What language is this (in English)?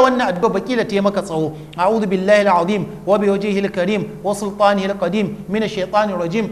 Hausa